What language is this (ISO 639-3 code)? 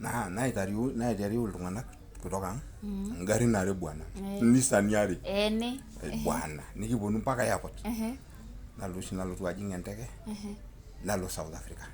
mas